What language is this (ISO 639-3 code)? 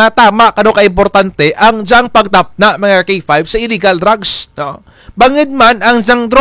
krj